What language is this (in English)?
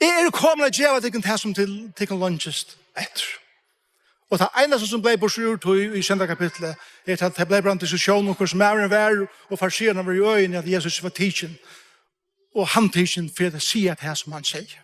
Faroese